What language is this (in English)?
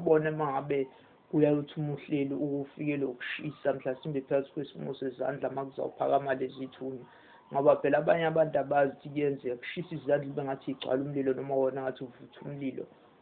Zulu